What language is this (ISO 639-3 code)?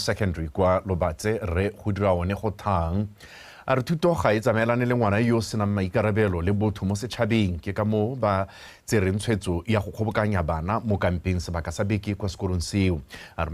tsn